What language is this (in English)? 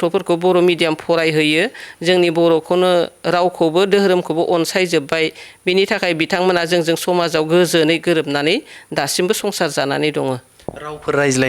Bodo